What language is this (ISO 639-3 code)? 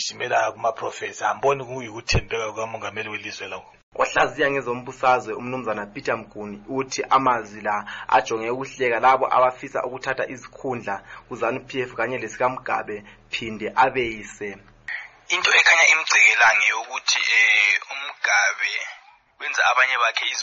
nde